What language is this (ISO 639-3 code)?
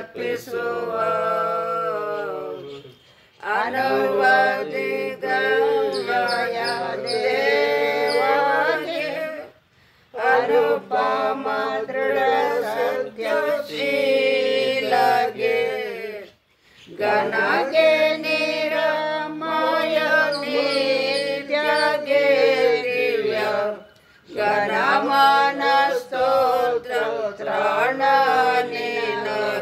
kan